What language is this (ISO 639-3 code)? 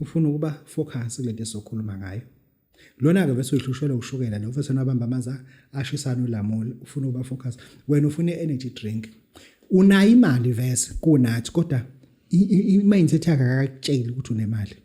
zul